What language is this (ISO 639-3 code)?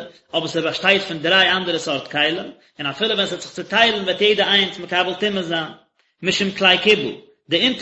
yid